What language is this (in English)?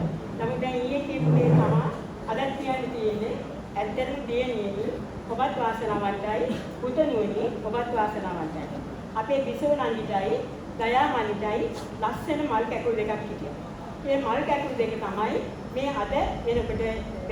Sinhala